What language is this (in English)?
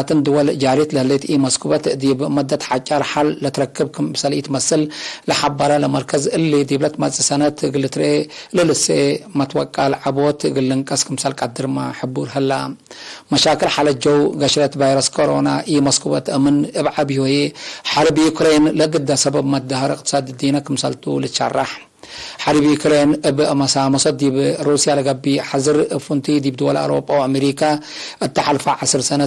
Tigre